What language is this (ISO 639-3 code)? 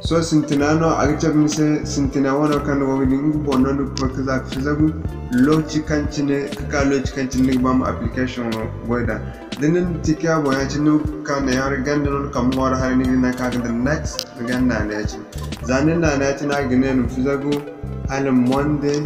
dje